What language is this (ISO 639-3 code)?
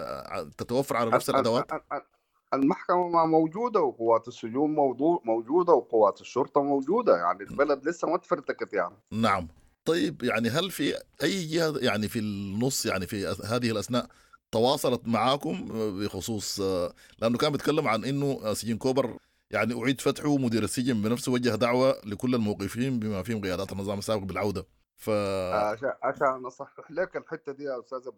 apd